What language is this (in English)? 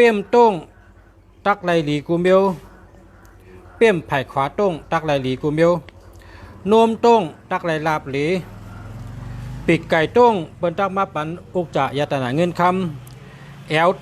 Shan